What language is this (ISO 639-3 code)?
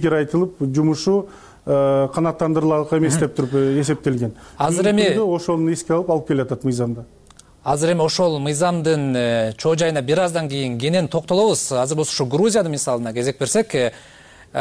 kir